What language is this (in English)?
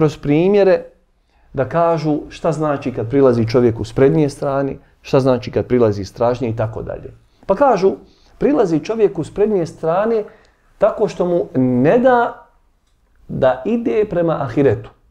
Bosnian